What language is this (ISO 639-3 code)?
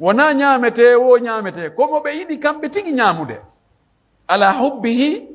fuf